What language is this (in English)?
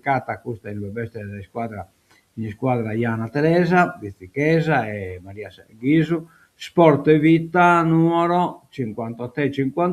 Sardinian